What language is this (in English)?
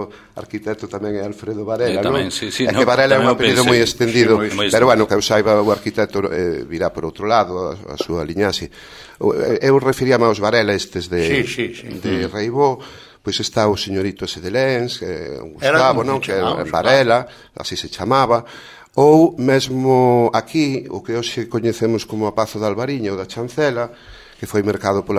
Galician